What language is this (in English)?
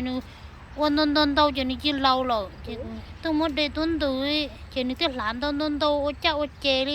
Hmong